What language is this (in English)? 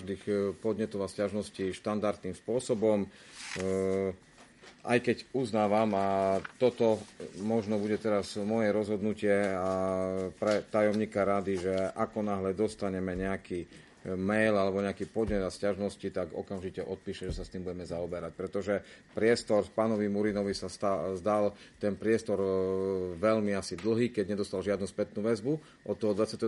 Slovak